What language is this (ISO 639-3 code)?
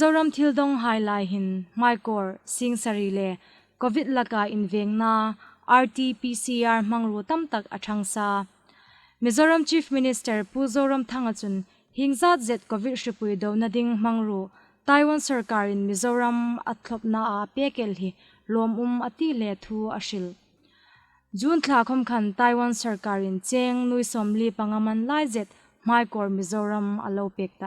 hmr